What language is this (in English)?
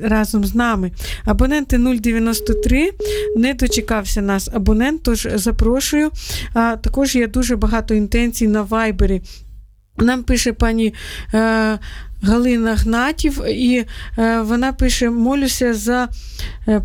Ukrainian